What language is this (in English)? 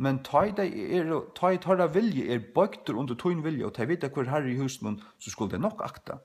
Faroese